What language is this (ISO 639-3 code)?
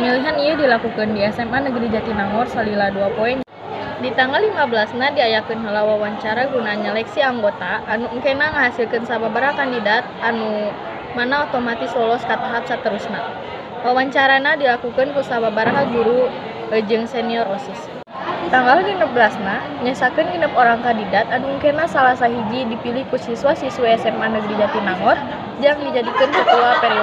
sun